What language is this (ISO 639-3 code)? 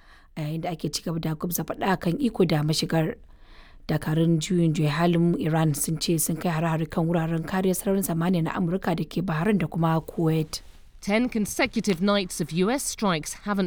hau